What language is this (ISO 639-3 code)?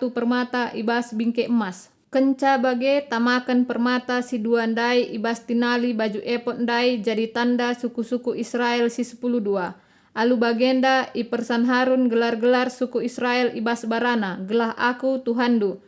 btx